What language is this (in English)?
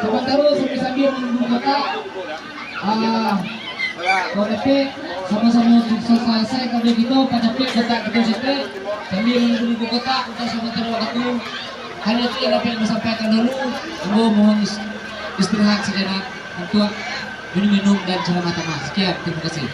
Minangkabau